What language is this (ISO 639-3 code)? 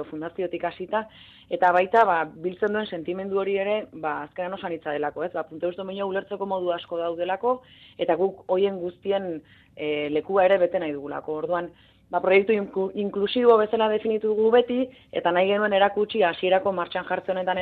eus